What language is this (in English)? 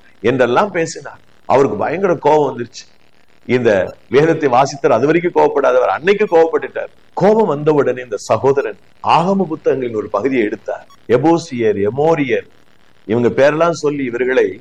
Tamil